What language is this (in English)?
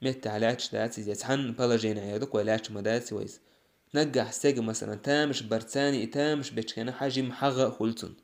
Chechen